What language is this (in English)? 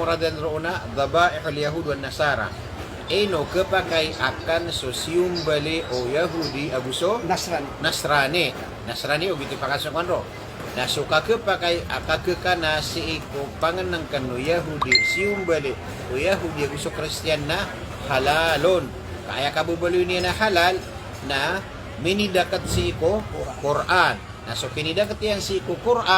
Maranao